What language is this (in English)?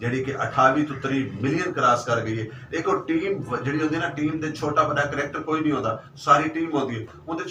Saraiki